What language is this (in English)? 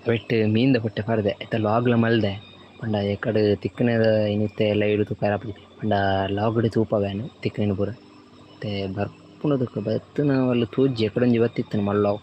Tulu